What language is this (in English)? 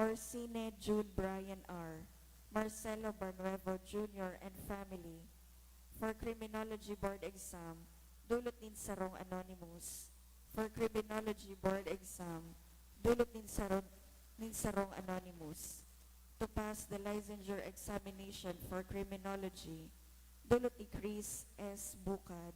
Bikol